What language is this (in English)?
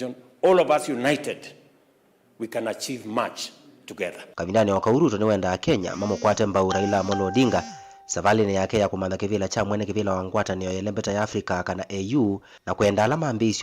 Kamba